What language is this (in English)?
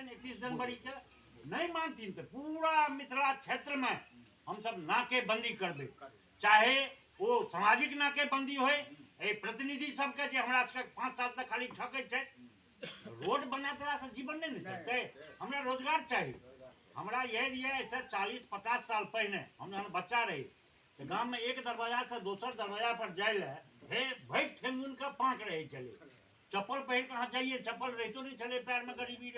Maithili